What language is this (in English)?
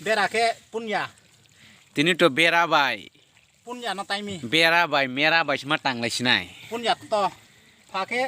Kok Borok